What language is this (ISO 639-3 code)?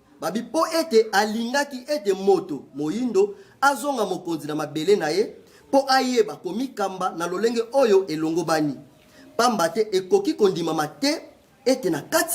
lin